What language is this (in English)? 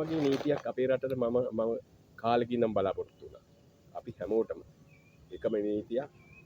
Sinhala